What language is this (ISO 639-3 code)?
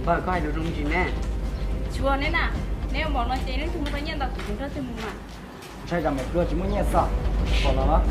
hmn